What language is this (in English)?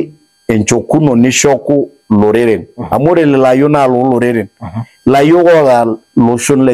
Masai